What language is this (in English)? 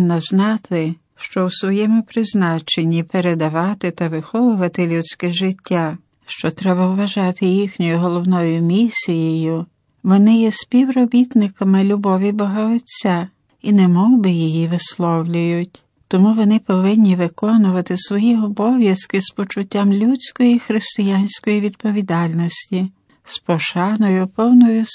Ukrainian